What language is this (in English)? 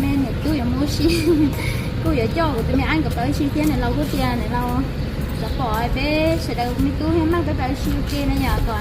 Hmong